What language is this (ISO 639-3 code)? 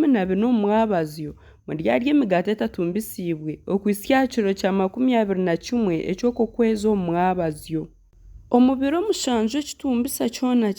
nyn